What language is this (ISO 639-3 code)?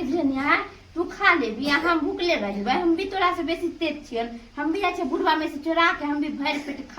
mai